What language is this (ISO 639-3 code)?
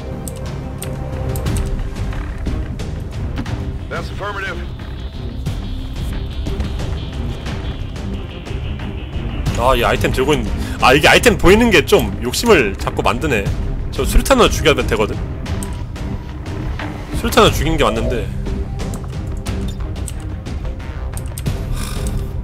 kor